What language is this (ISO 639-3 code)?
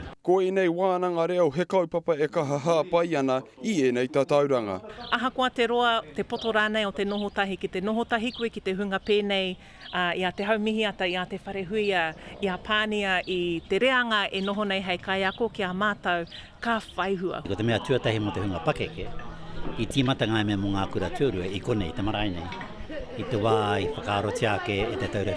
mri